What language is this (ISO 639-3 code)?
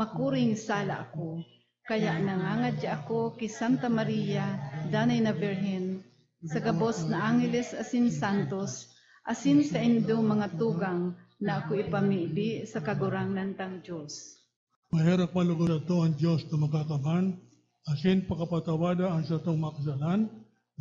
bik